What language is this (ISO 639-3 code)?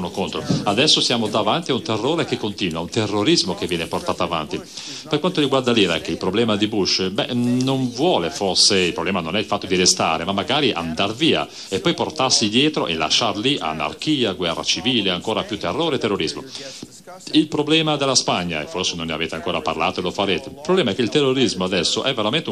ita